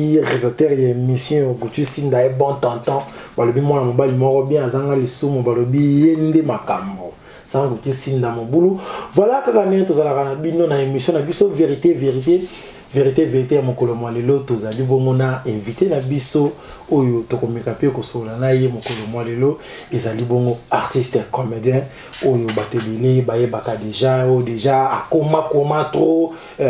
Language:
Lingala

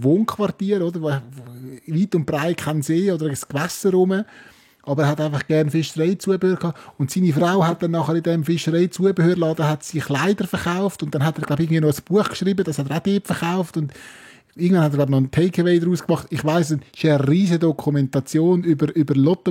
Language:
Swiss German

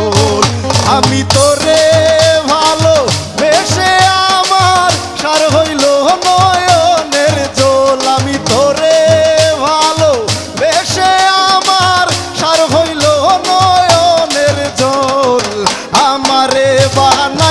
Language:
Sylheti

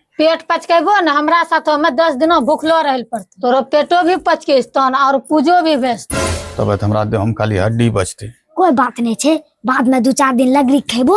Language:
Angika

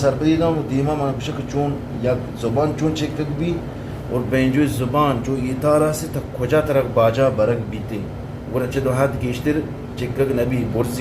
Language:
Eastern Balochi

